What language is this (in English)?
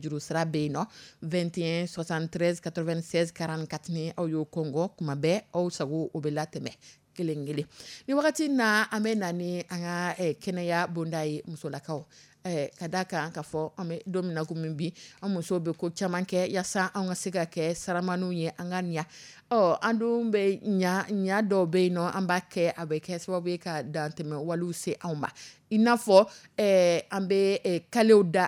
Dyula